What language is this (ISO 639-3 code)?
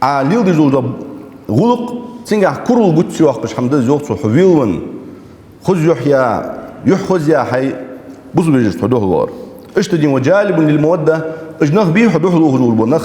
inh